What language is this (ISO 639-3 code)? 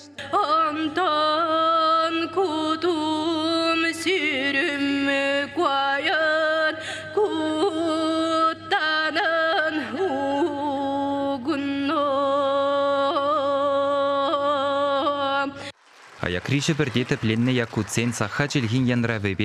chv